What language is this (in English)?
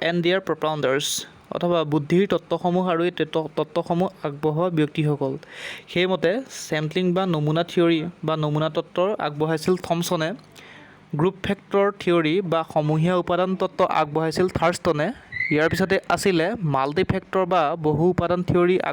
Assamese